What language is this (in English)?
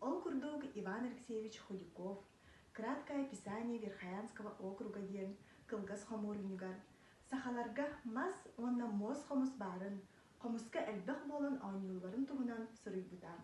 Yakut